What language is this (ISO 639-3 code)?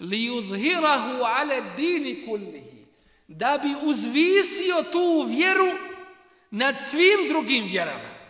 bos